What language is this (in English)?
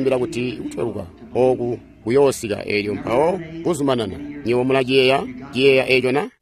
Tonga (Zambia)